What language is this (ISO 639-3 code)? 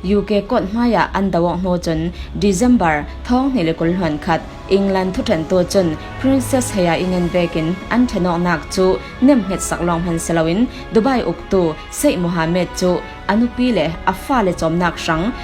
cfm